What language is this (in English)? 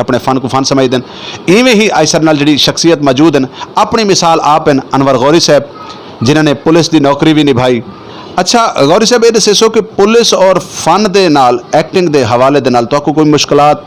Saraiki